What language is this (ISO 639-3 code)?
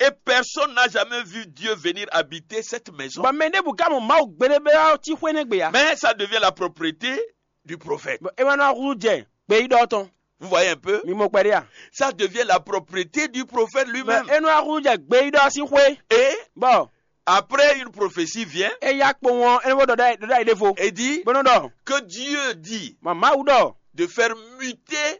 fon